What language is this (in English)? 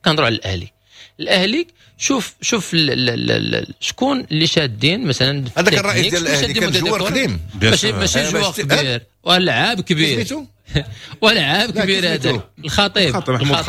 Moroccan Arabic